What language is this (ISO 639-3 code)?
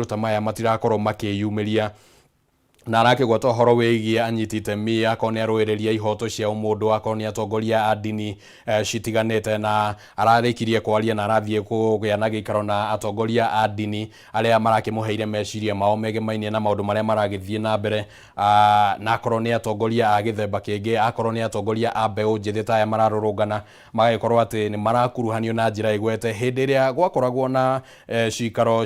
kik